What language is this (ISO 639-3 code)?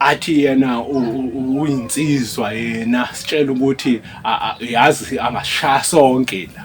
zul